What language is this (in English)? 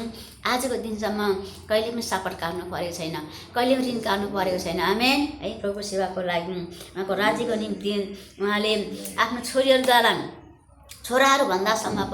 Nepali